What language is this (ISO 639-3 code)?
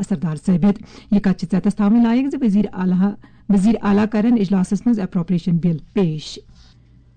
kas